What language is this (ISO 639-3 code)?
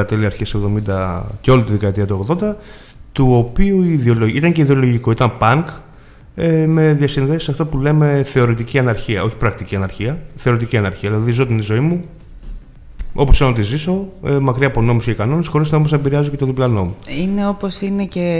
ell